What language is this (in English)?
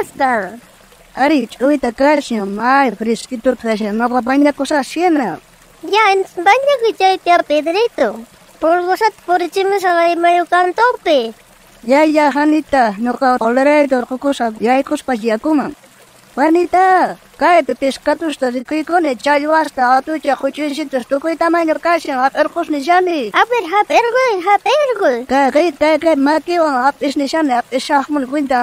South Bolivian Quechua